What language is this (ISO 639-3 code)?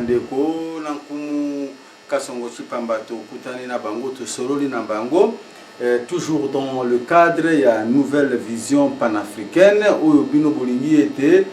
lin